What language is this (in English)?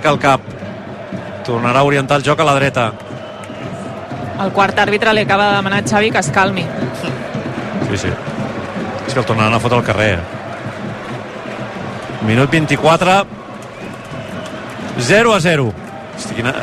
Catalan